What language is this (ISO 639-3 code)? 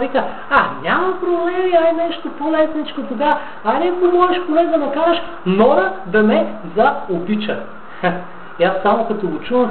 bul